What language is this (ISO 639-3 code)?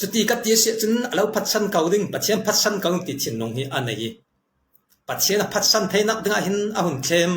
cfm